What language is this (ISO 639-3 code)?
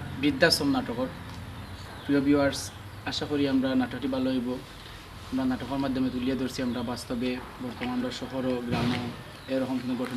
syl